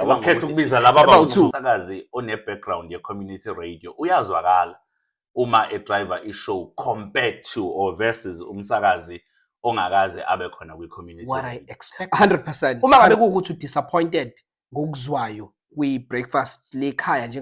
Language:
Zulu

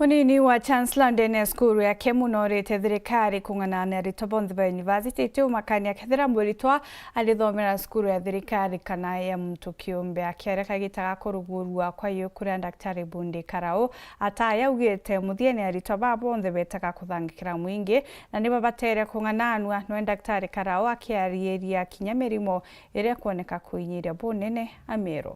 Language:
Meru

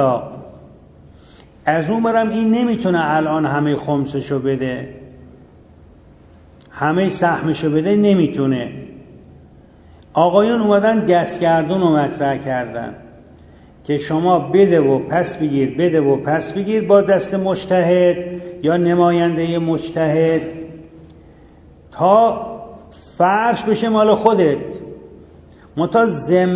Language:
Persian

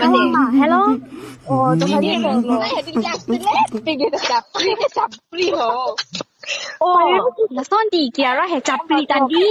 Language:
Karbi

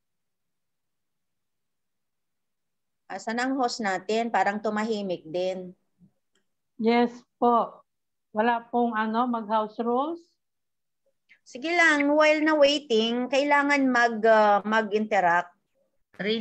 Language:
Filipino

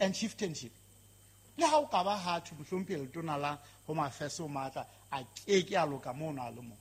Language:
Southern Sotho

